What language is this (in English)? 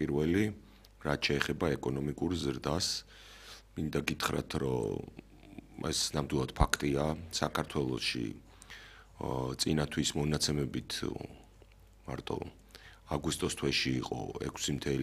Georgian